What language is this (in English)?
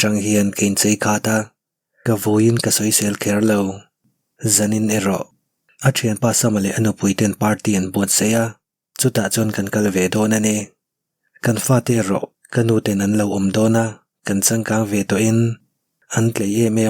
Mizo